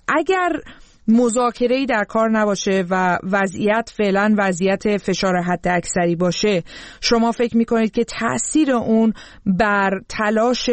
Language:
Persian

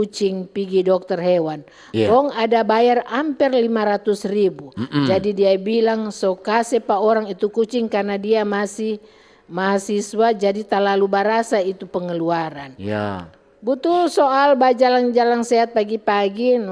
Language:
Manado Malay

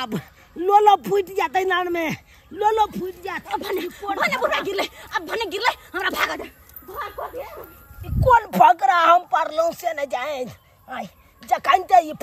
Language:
Maithili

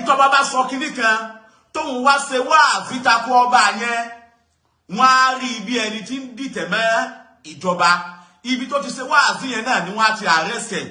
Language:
Yoruba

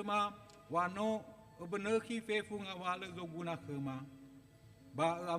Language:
Nias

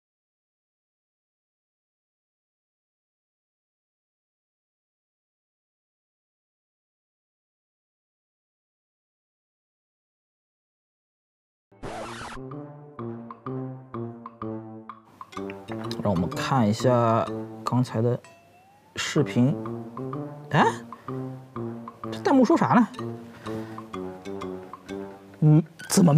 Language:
Chinese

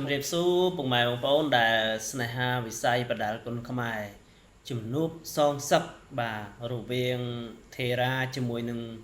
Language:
Khmer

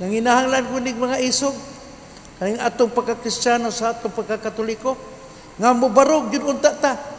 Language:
Cebuano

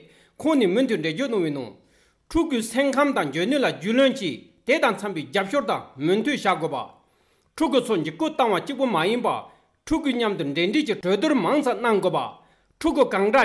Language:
Tibetan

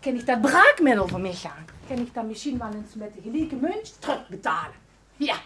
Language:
Limburgish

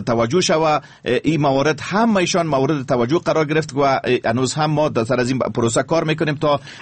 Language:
Persian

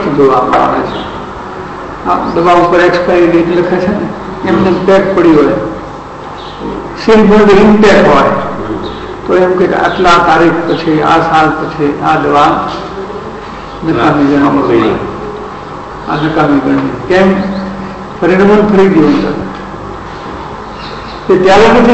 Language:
Gujarati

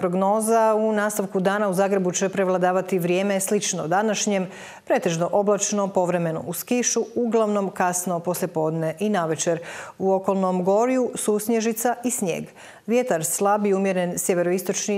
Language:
Croatian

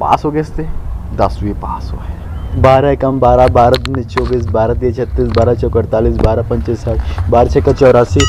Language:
Chhattisgarhi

